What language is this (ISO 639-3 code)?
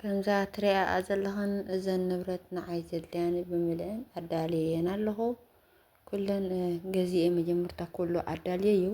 tir